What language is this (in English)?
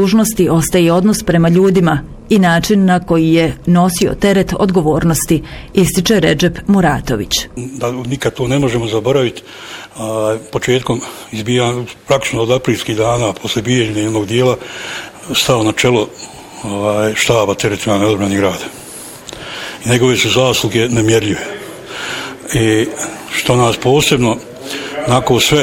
Bosnian